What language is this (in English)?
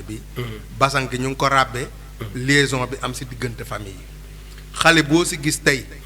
Wolof